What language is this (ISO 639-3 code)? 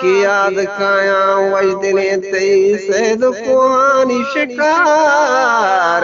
bgp